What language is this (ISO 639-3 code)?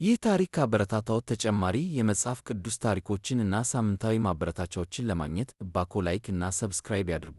amh